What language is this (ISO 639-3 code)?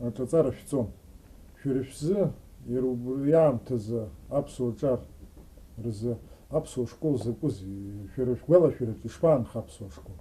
abk